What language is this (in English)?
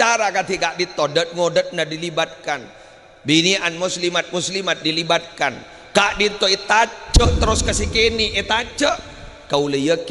Madurese